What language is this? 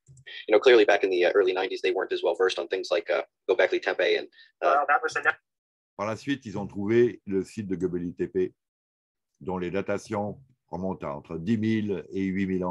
French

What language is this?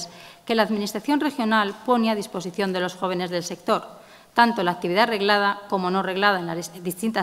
Spanish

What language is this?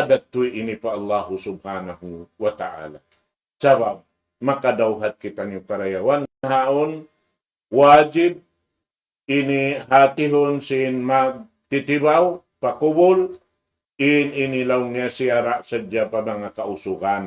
Tausug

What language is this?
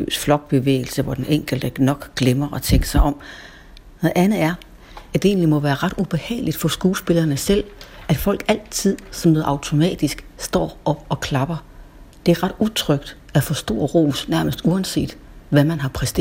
Danish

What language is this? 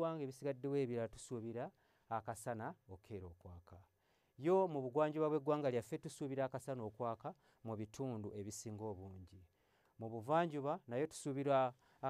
Ganda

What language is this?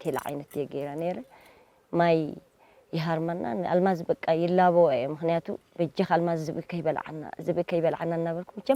Tigrinya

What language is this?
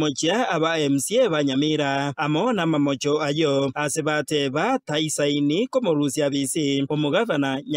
Gusii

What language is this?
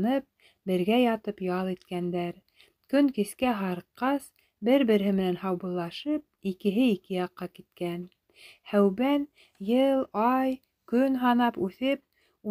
Bashkir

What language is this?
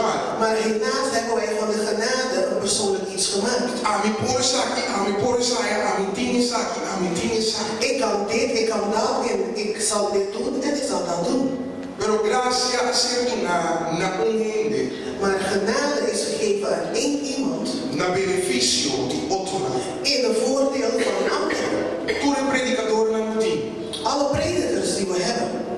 Papiamento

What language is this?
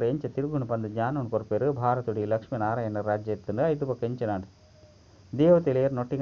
Tulu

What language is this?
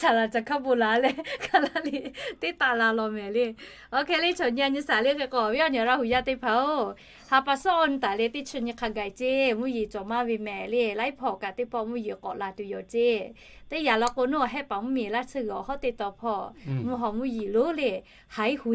Lahu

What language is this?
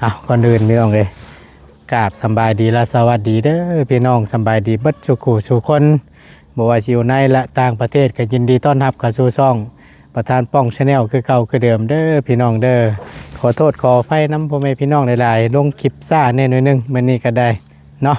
Northeastern Thai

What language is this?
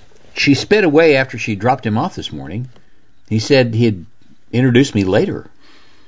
English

